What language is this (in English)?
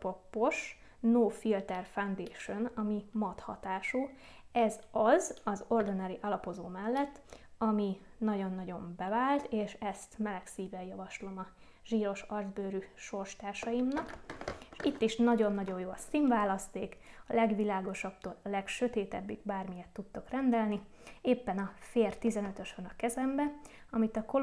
Hungarian